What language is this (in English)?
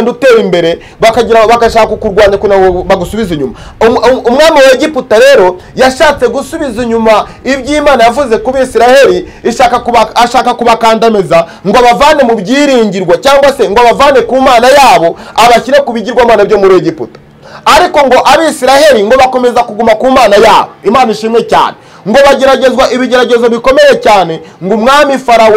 Kinyarwanda